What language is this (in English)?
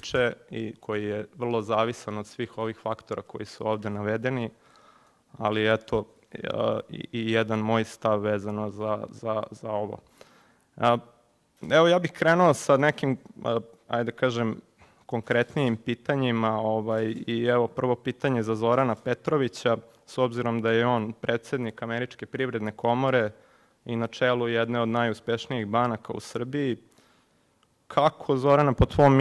Serbian